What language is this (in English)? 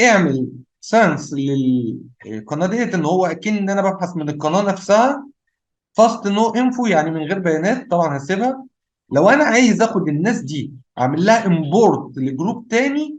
Egyptian Arabic